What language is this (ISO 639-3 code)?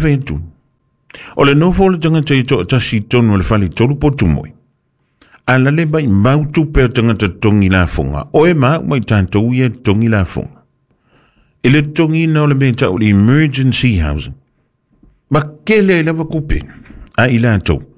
smo